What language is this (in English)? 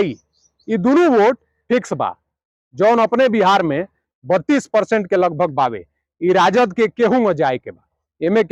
Bhojpuri